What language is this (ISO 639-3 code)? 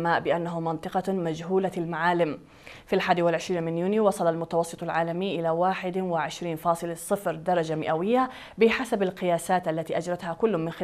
ara